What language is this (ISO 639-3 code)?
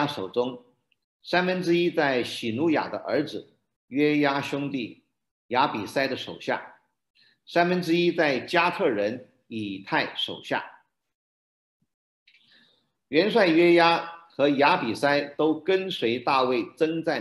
zho